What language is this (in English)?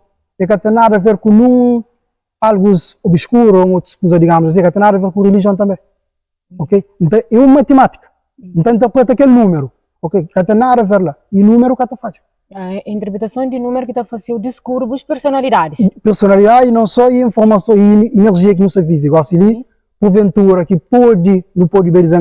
Kabuverdianu